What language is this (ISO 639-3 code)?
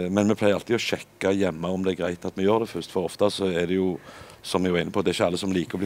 nor